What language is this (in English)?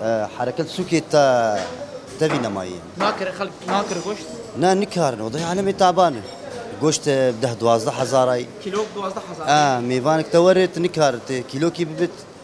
Kurdish